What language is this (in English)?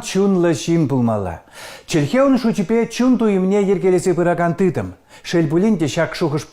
Chuvash